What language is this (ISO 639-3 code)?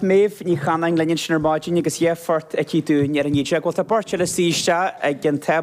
gle